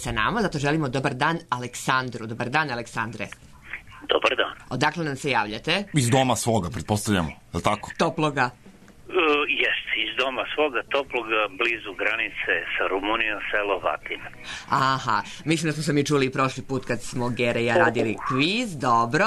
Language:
Serbian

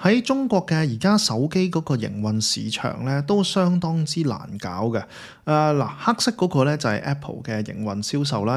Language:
Cantonese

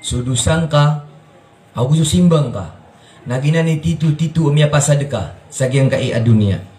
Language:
Maranao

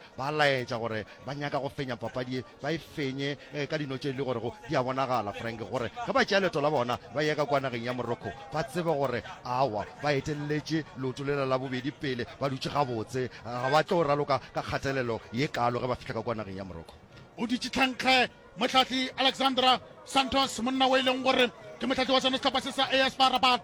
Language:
Northern Sotho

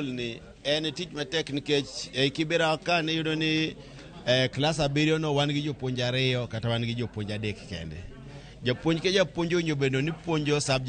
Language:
Luo (Kenya and Tanzania)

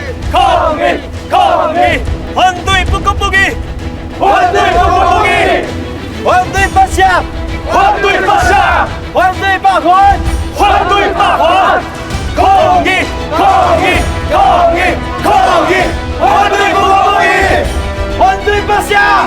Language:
Min Nan Chinese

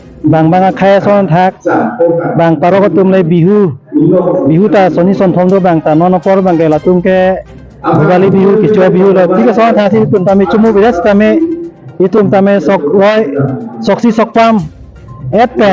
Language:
Karbi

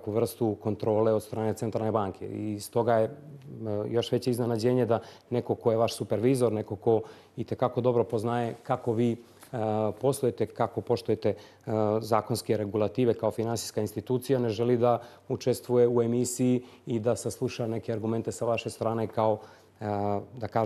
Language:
Bosnian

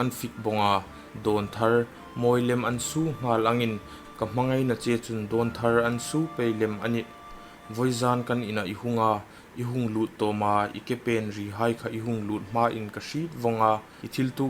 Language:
Hmar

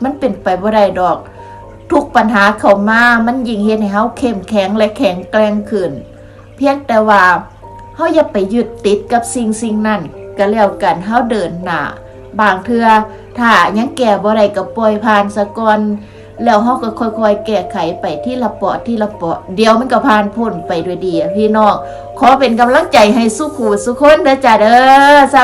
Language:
Lao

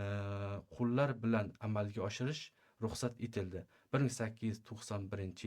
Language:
Uzbek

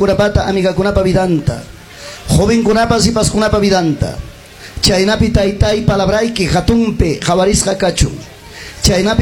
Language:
Ayacucho Quechua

